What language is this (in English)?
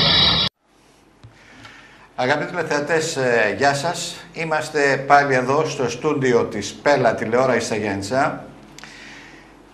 Greek